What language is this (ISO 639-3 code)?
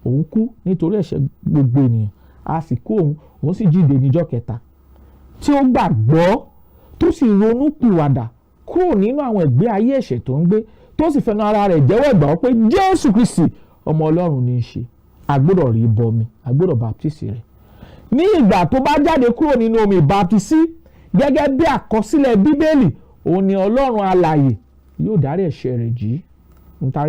yor